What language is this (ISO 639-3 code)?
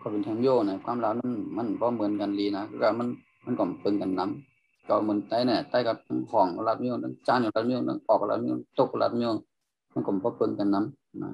shn